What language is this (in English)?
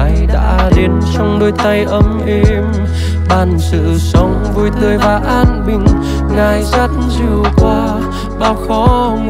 Vietnamese